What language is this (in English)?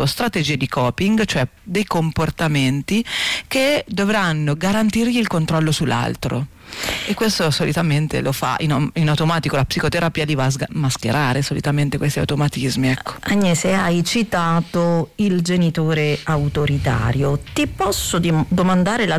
Italian